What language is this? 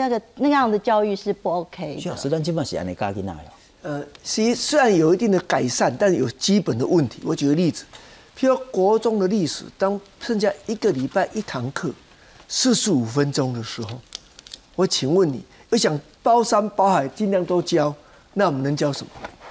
Chinese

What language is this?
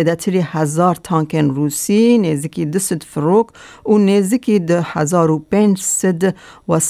Kurdish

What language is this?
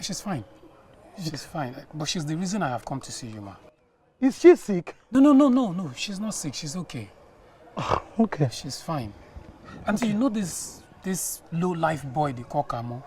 Yoruba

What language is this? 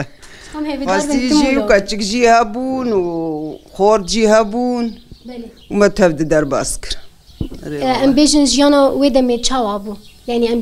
Kurdish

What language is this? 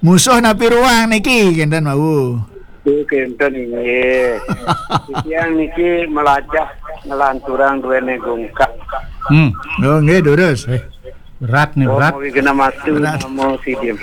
Balinese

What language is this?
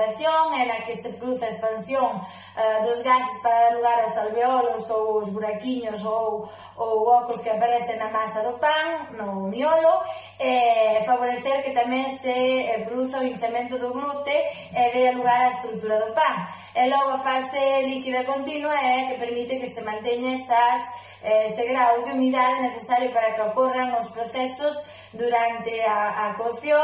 Galician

